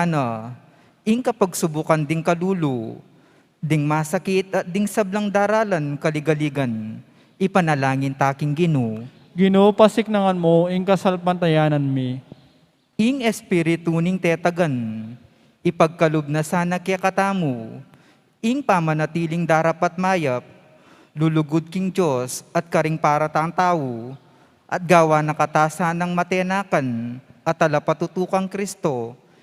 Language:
Pampanga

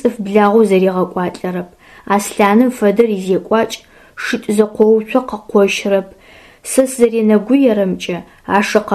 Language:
Adyghe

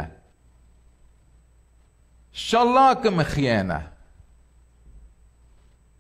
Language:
Assyrian Neo-Aramaic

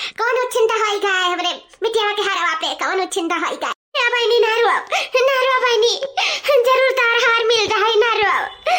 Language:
Awadhi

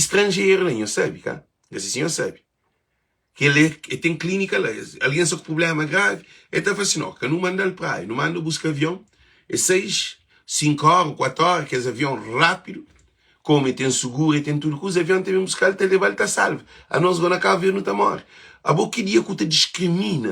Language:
Kabuverdianu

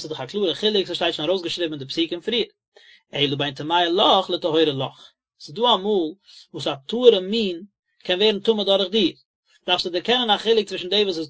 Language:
Yiddish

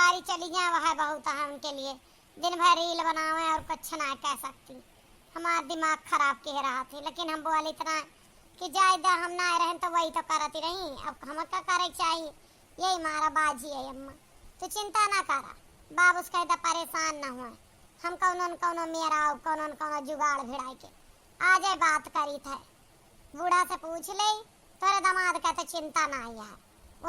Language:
Awadhi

